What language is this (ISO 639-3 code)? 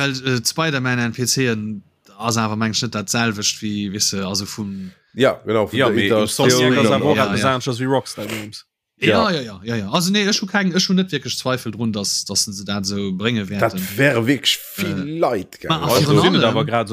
ltz